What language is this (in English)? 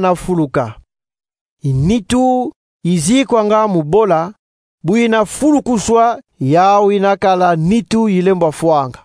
Kongo